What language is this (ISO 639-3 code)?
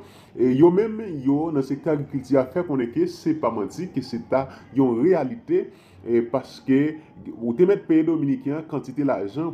hat